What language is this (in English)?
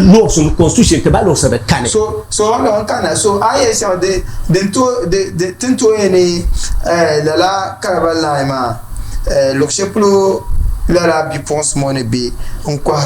Dagbani